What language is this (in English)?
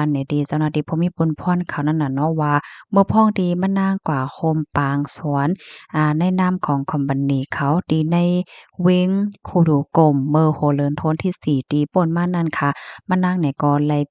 Shan